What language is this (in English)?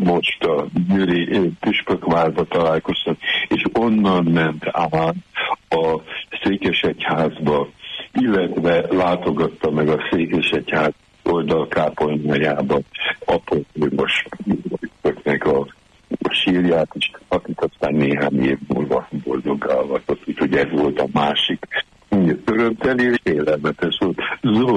Hungarian